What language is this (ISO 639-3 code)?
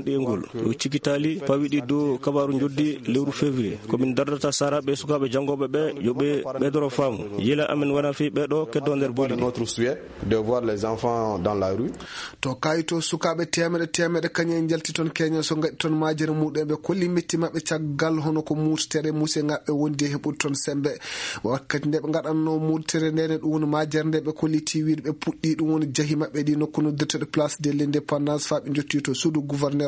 ful